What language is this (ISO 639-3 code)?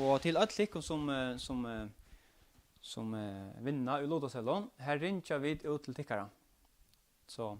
fao